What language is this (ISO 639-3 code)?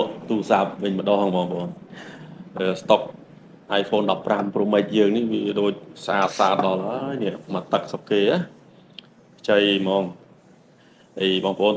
khm